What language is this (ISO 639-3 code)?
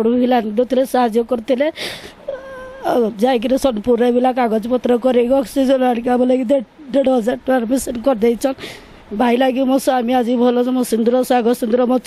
ori